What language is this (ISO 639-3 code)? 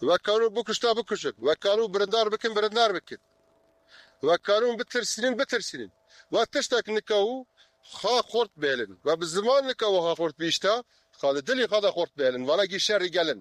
kur